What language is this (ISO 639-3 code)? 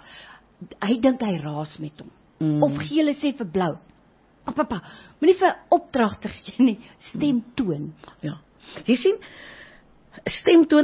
afr